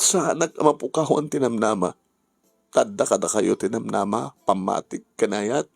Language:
Iloko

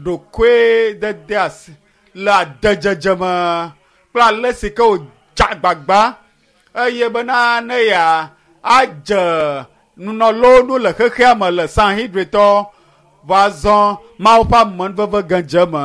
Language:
Ewe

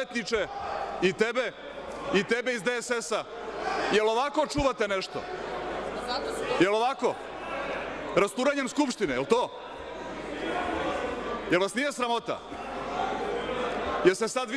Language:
Bosnian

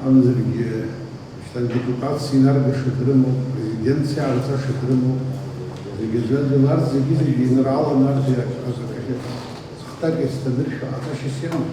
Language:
Abkhazian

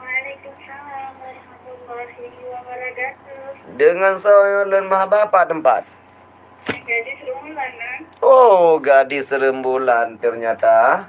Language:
Achinese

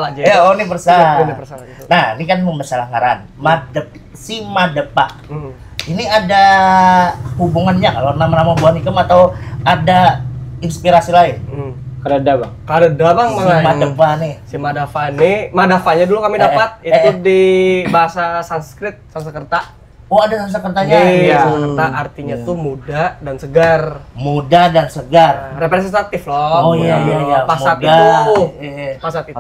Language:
Banjar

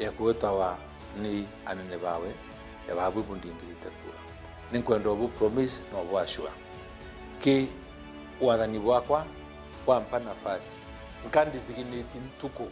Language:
Meru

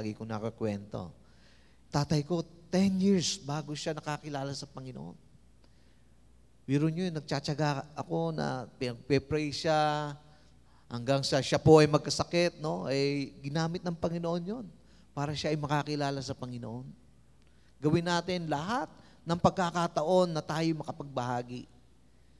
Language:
Filipino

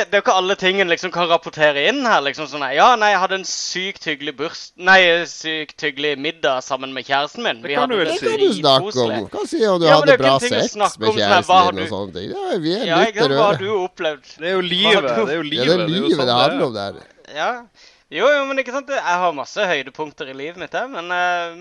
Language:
Norwegian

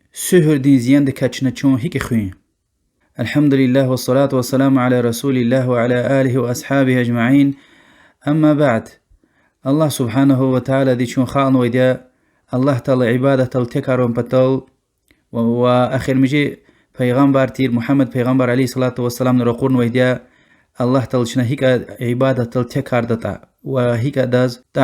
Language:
Lezghian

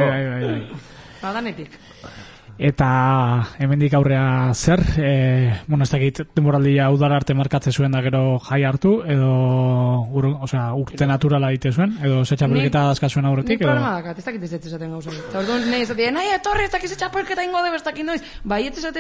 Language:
Basque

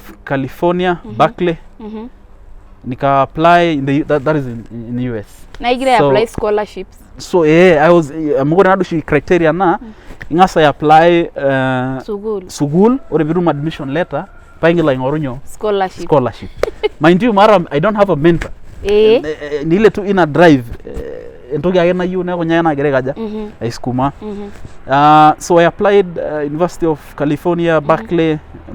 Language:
Masai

